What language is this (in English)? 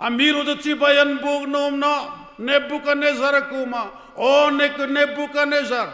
Hmar